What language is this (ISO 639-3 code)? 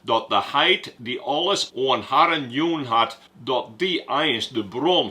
fry